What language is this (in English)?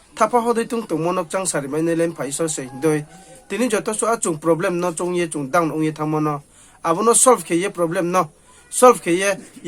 Riang (India)